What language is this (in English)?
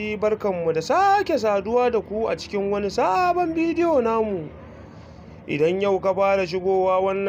Hausa